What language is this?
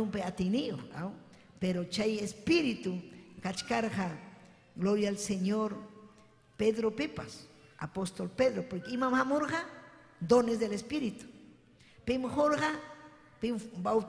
Ayacucho Quechua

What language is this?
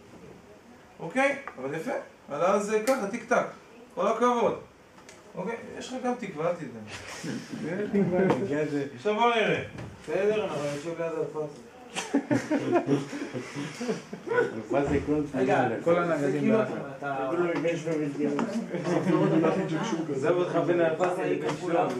Hebrew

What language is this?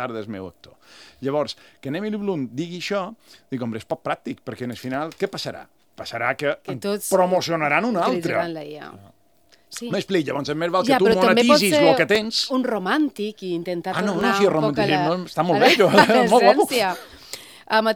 Catalan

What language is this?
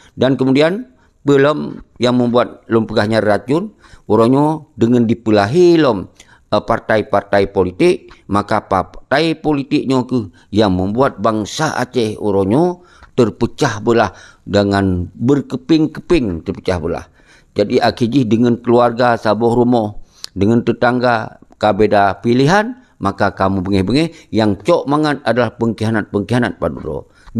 Achinese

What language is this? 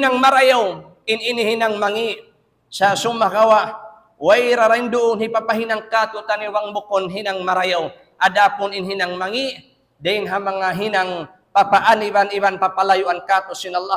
Tausug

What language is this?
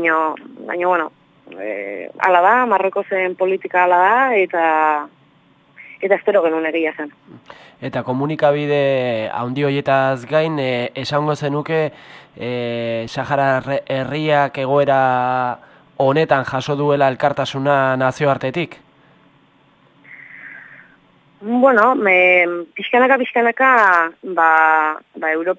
Basque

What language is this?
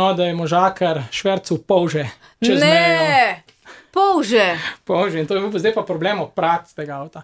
Slovenian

